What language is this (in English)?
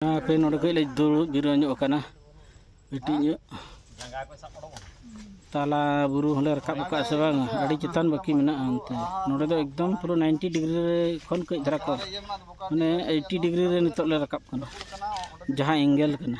Santali